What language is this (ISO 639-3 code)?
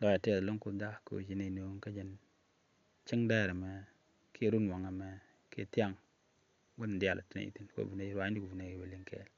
nus